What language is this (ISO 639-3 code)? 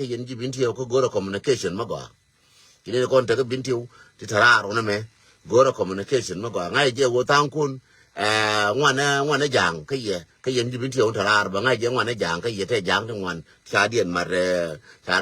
nus